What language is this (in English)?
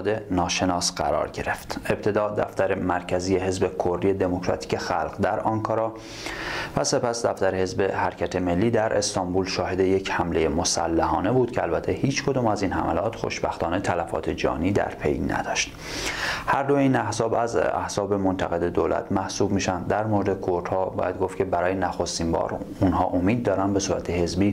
Persian